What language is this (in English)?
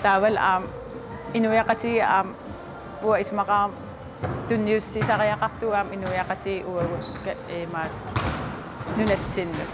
Kalaallisut